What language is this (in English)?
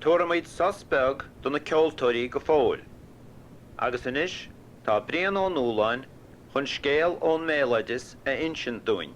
Irish